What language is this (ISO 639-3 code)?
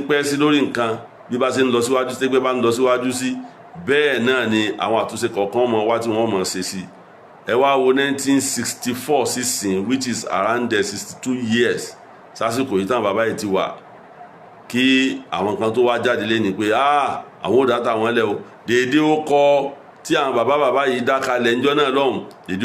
yor